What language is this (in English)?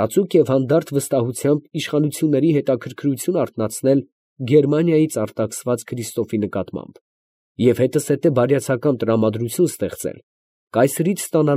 Armenian